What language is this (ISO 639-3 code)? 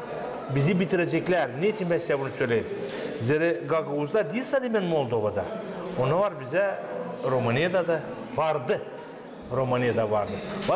gag